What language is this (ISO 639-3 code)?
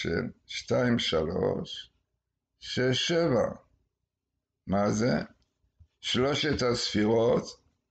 heb